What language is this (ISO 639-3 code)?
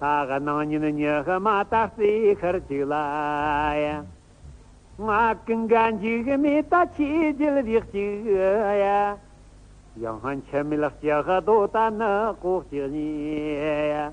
bod